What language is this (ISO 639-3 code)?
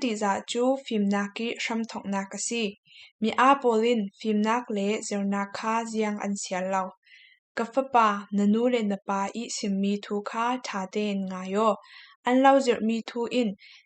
cfm